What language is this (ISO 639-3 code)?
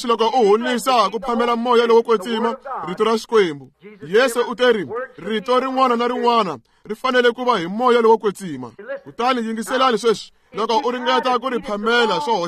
tso